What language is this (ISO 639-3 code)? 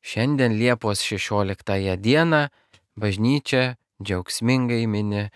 lit